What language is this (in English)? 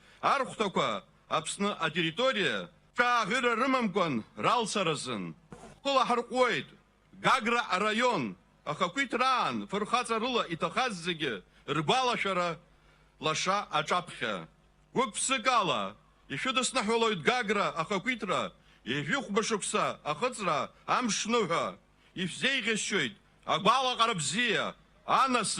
Abkhazian